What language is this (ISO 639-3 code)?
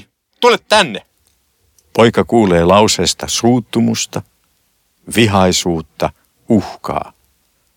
fin